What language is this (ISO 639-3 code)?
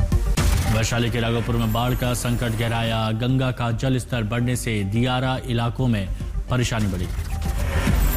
hin